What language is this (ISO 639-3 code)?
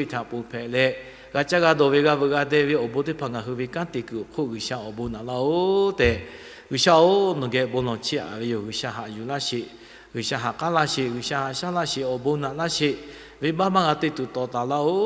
lhu